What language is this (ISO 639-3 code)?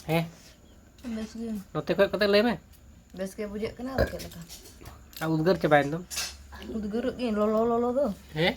sat